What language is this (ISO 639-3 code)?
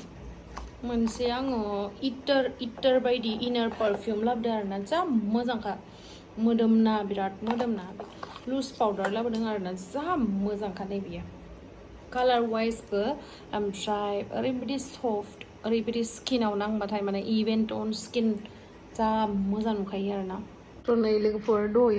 brx